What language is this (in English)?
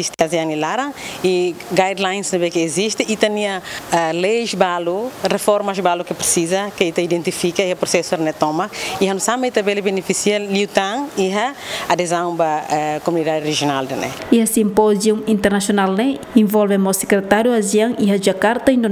Tetum